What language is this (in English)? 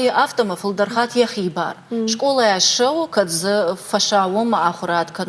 Ossetic